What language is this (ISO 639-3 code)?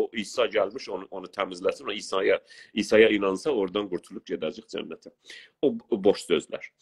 azb